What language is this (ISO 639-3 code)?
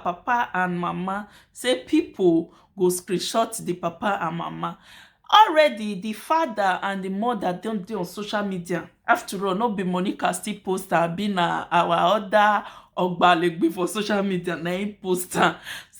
pcm